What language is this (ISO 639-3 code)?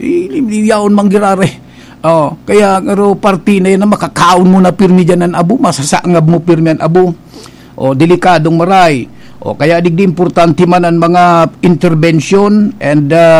bik